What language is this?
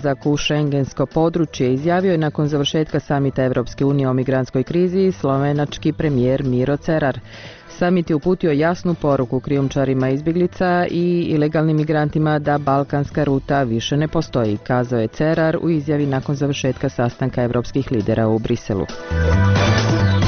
Bosnian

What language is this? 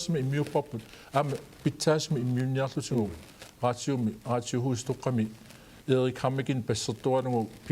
Kalaallisut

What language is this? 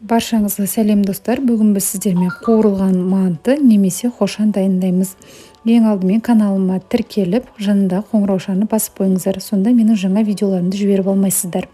Kazakh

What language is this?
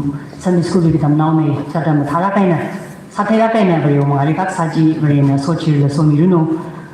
Tangkhul Naga (India)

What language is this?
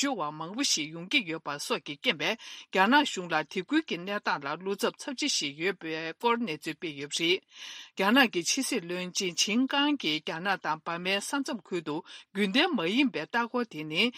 Tibetan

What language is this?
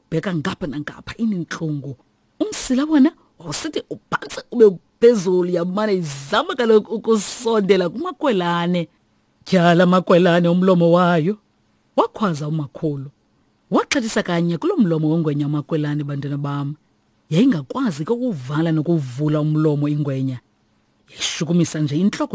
Xhosa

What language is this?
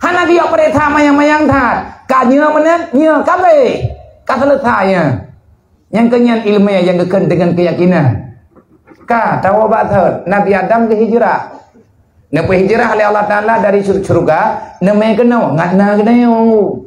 Achinese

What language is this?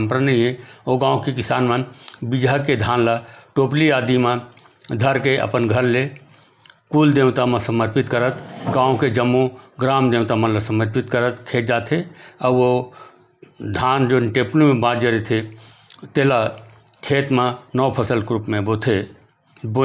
Chhattisgarhi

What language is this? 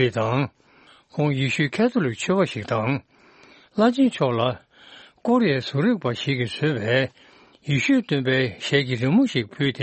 Tibetan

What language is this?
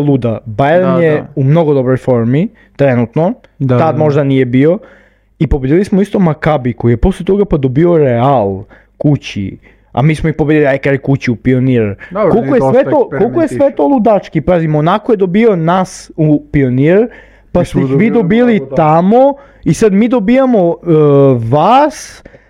Serbian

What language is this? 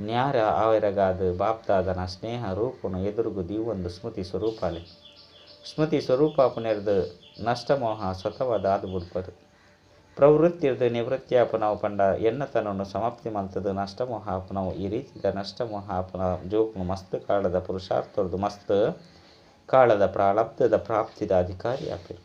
Tulu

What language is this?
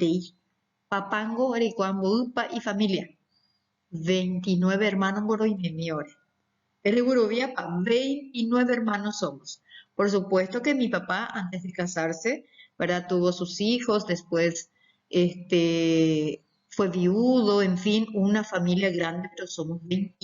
Guarani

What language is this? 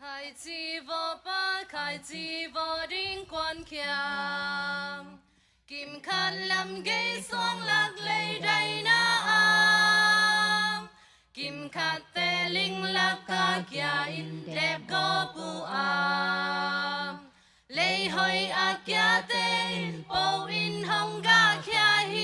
Tedim Chin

